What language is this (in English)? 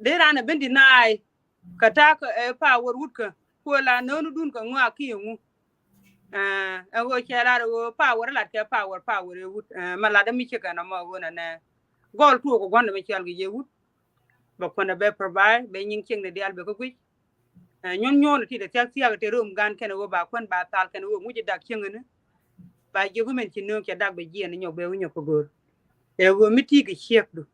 Nuer